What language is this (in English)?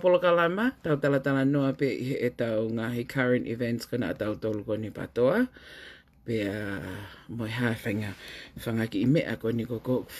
Tongan